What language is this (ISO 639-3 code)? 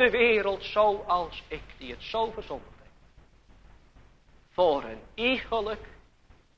nld